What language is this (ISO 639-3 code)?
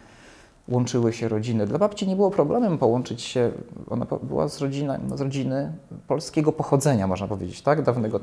pol